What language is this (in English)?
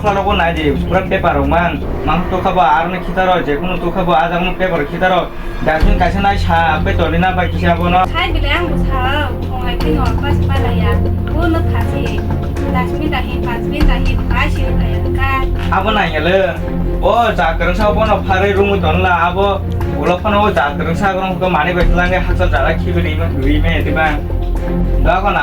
Kok Borok